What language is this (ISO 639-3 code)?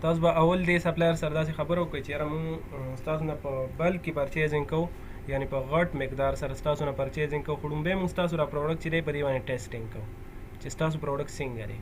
pus